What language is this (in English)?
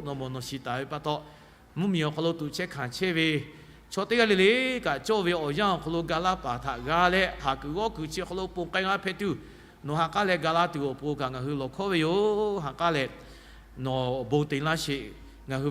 Lahu